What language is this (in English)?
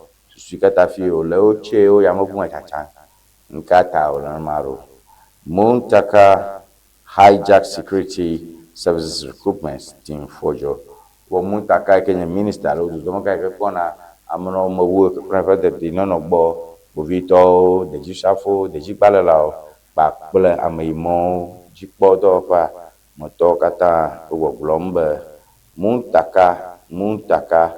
Ewe